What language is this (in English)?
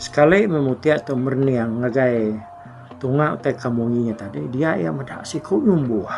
Iban